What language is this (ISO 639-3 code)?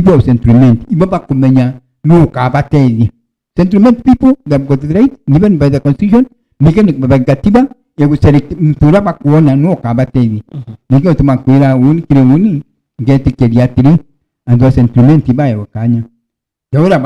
mer